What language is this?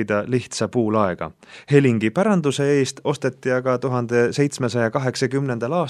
Estonian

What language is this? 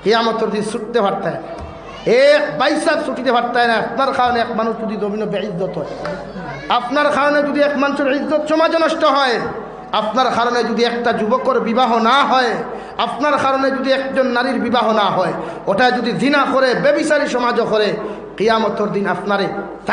Sylheti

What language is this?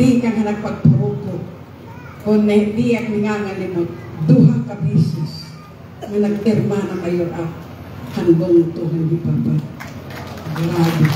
Waray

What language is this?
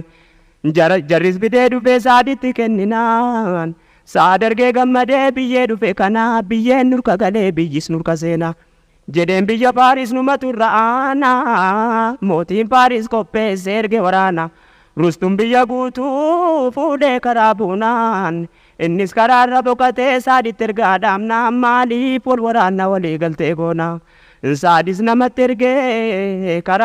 Oromo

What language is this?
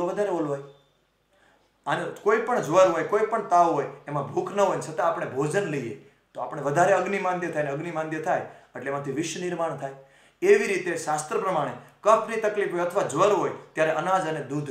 Gujarati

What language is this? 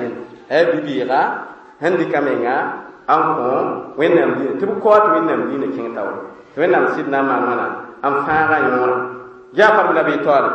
Mossi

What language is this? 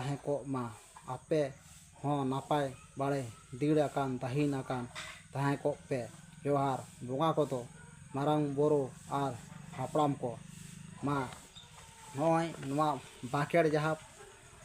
Santali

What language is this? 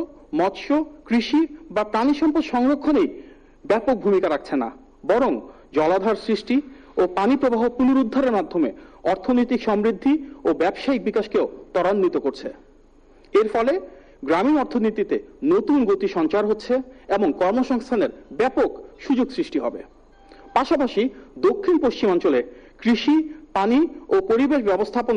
Bangla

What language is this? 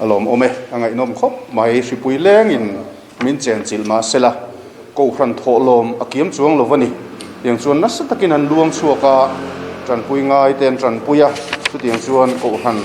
Mizo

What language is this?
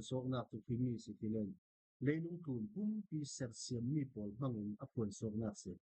Falam Chin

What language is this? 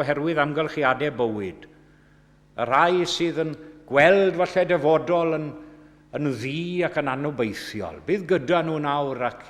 Welsh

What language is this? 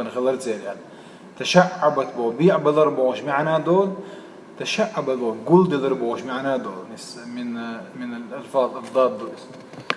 Chechen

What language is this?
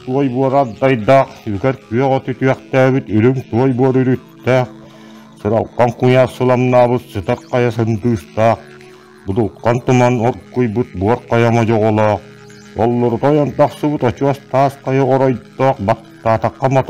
Yakut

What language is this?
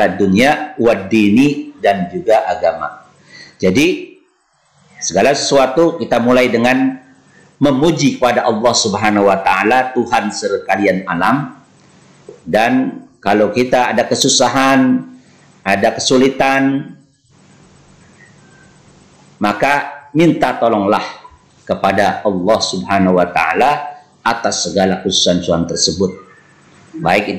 Indonesian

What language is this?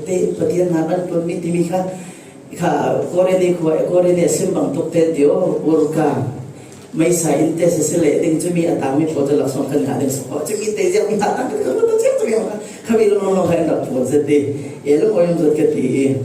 Falam Chin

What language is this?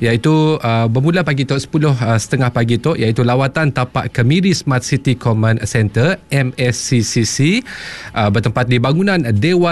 Malay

